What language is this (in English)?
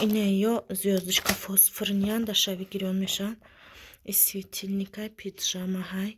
Tajik